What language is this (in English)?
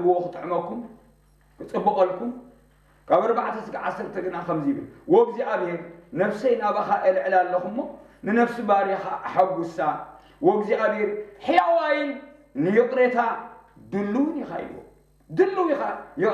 Tigrinya